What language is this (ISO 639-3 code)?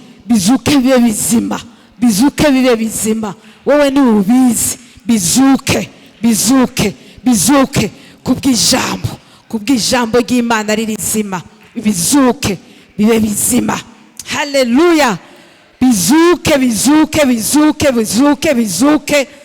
run